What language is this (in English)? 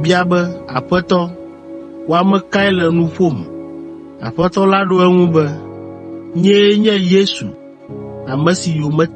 Ewe